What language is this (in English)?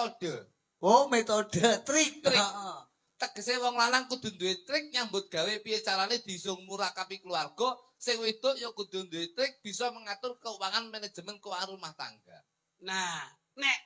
Javanese